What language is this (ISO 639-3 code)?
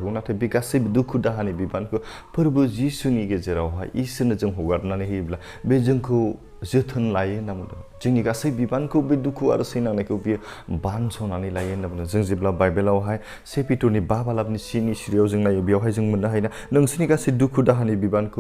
brx